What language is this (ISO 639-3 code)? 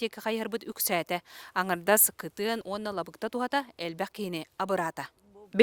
sah